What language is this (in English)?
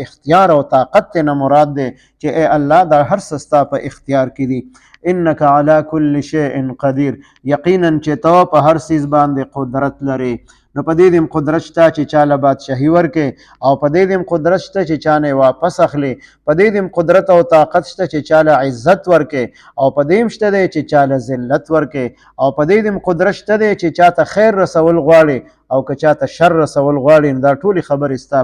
Pashto